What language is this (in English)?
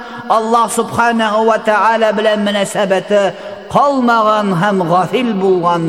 Tatar